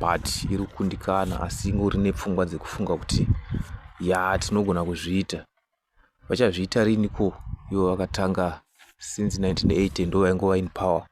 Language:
Shona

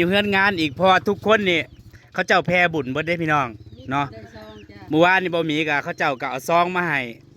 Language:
Northeastern Thai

